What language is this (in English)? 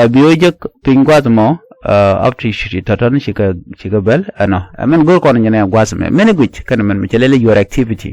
Nuer